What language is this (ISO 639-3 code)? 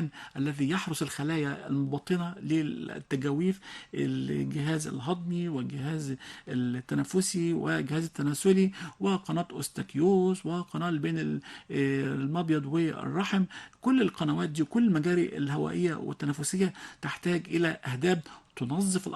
arz